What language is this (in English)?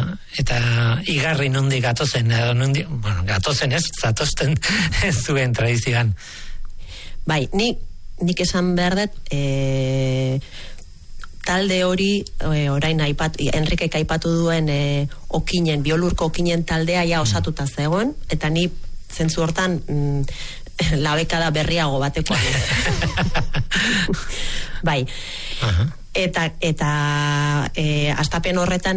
Basque